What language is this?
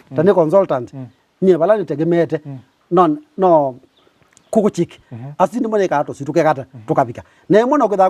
Kamba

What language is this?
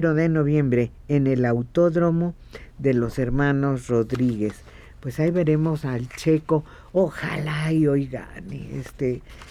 Spanish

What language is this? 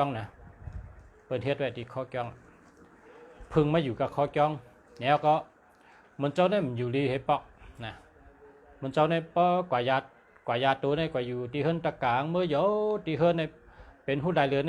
Shan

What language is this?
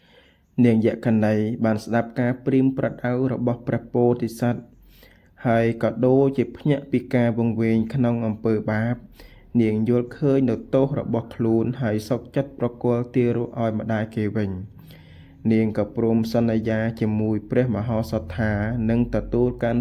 Khmer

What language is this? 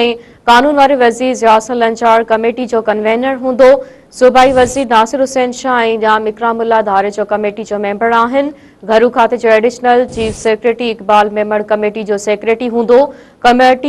Sindhi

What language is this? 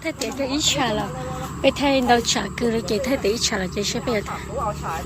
Hmong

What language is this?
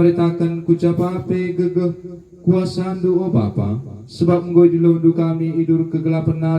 Batak Karo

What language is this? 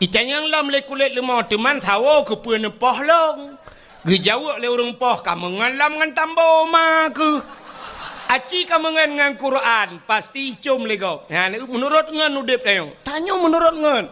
Achinese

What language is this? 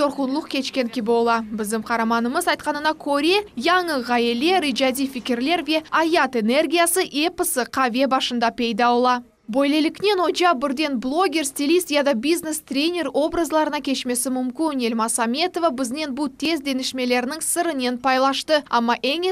Crimean Tatar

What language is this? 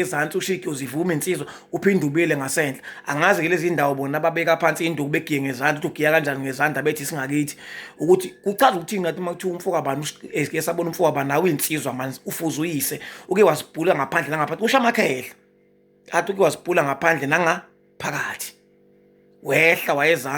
Zulu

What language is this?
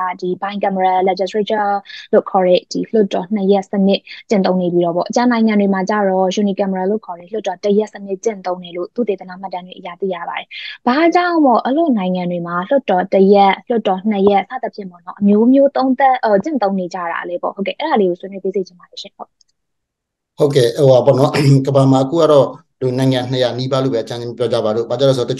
Burmese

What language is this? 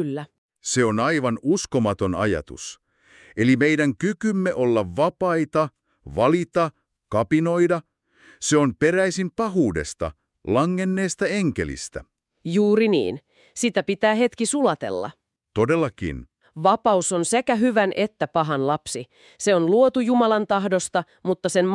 Finnish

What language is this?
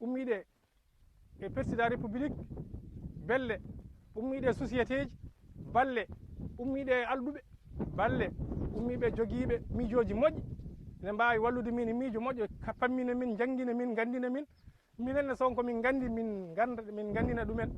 Fula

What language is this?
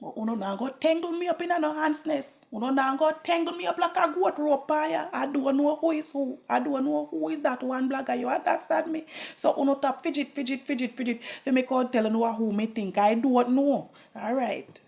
Jamaican Creole English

